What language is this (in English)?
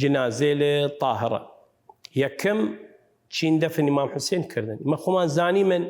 Southern Kurdish